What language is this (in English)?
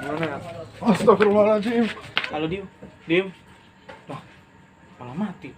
Betawi